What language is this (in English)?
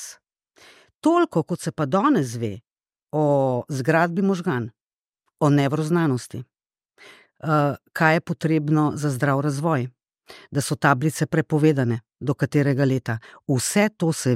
Slovenian